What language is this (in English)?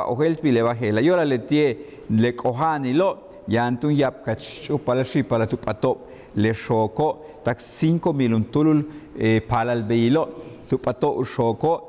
Yucateco